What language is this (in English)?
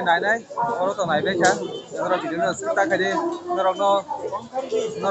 Kok Borok